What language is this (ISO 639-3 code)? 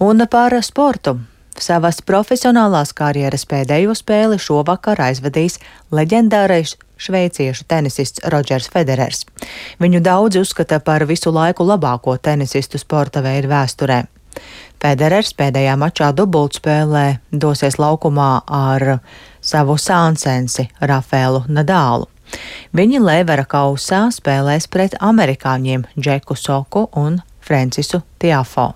lav